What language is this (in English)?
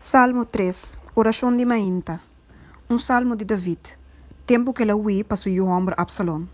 Papiamento